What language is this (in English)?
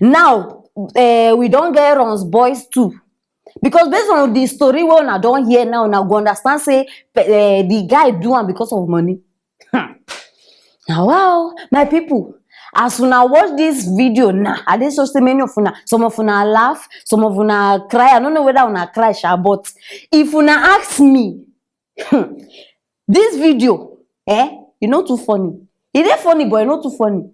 Nigerian Pidgin